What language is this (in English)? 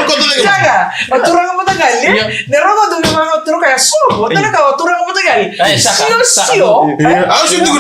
Fijian